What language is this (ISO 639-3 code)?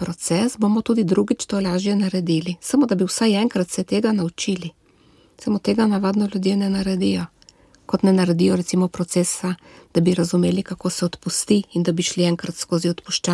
slv